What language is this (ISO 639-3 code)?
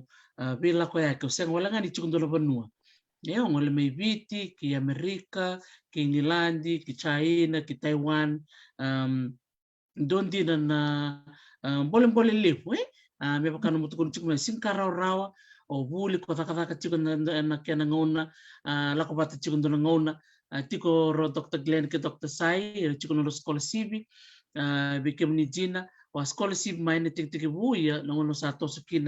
fij